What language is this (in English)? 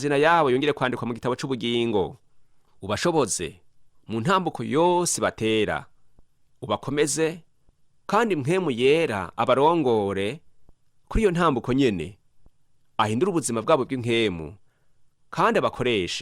Rundi